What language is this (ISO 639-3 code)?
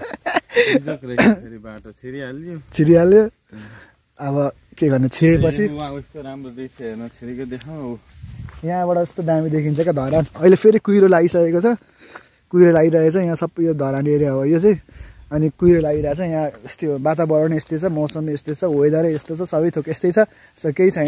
nep